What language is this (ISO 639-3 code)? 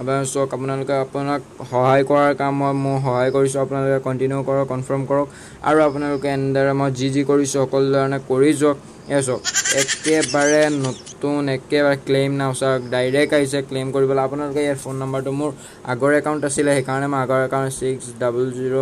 asm